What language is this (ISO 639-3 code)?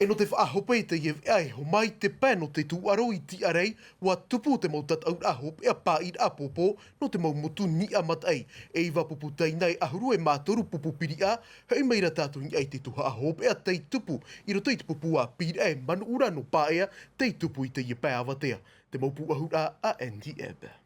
tah